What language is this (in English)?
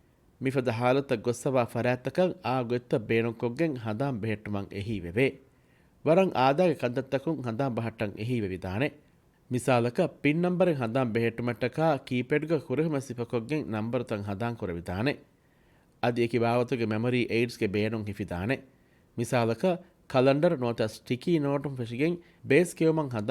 Divehi